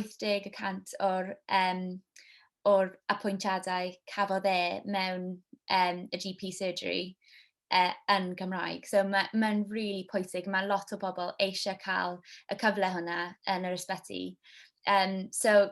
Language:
Welsh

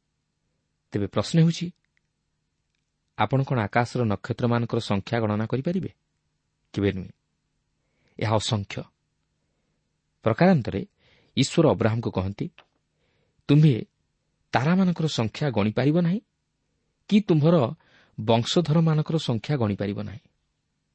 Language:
Odia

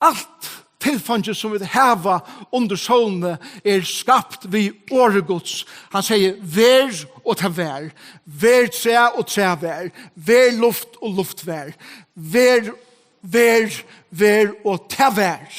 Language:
Faroese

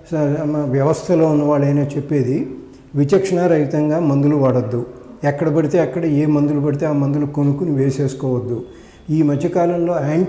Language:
Telugu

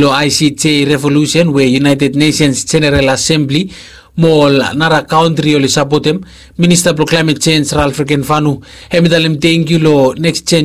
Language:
Bislama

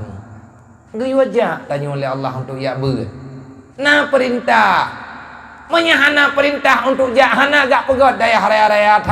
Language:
Achinese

